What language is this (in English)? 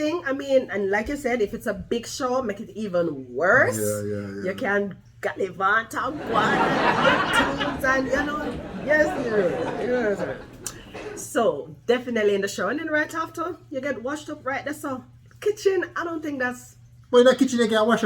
Jamaican Creole English